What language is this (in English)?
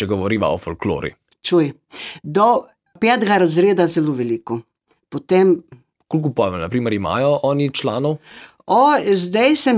Slovenian